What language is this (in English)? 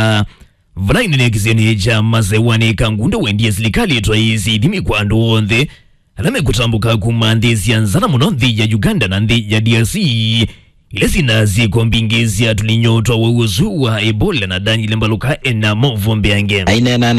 Kamba